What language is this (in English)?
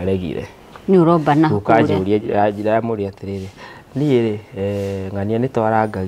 Kikuyu